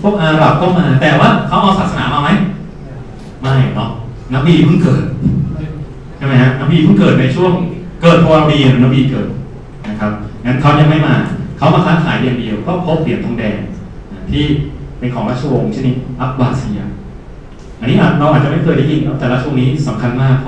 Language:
Thai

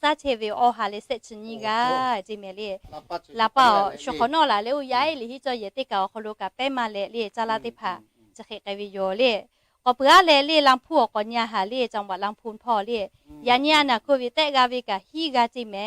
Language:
Lahu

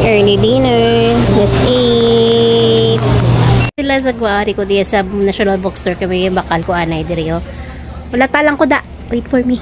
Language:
Hiligaynon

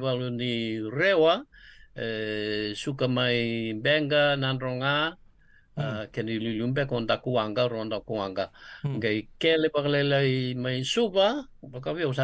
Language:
Fijian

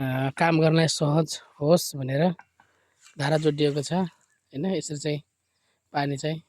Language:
Nepali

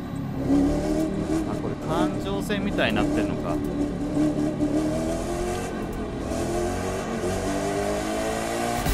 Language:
Japanese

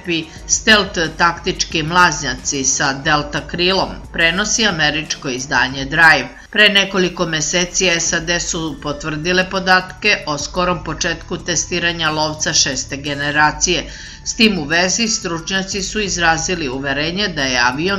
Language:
Serbian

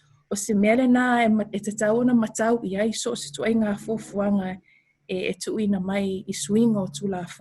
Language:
Samoan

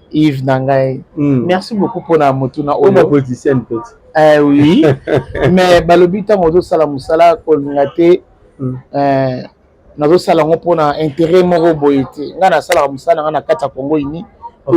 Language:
Lingala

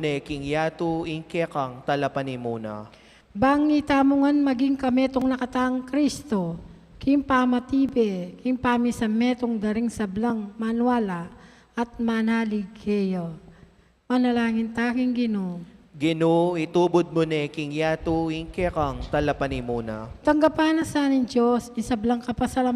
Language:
Pampanga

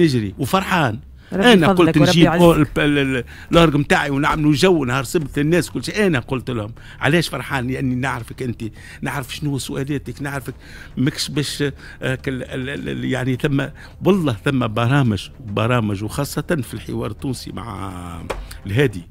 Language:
Tunisian Arabic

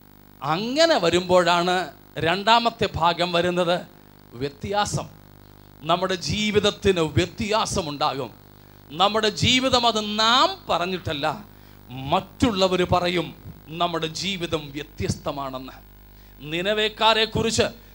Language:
Malayalam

